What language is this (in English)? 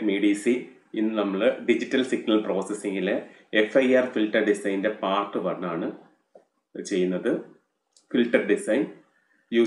Malayalam